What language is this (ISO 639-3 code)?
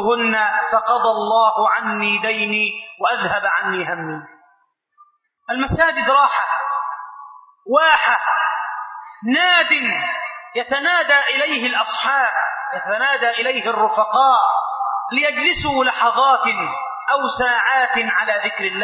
ara